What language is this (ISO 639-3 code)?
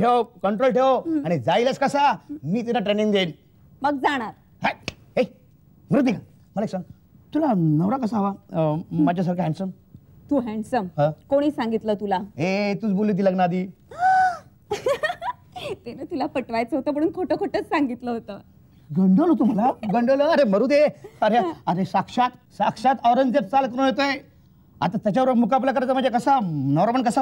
mar